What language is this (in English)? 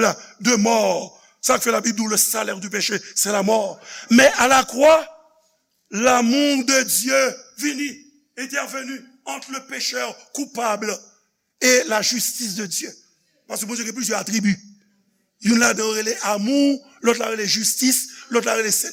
Haitian Creole